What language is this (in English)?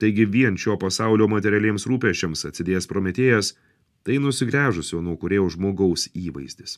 Lithuanian